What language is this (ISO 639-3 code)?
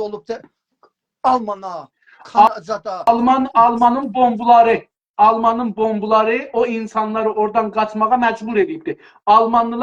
azb